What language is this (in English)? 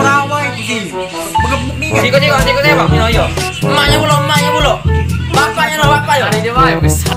Musi